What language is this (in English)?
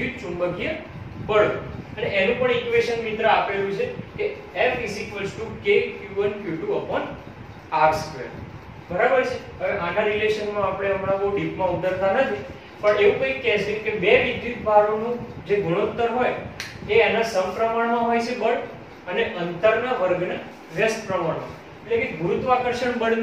Gujarati